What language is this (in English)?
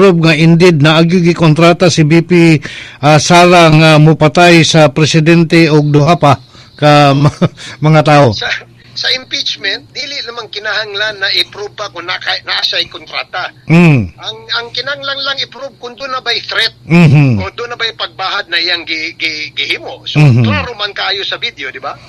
Cebuano